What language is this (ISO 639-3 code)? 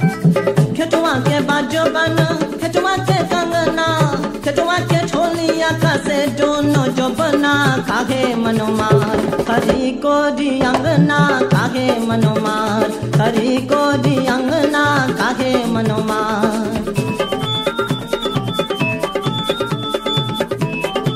bho